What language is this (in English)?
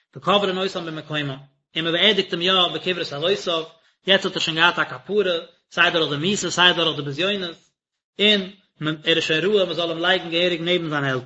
Yiddish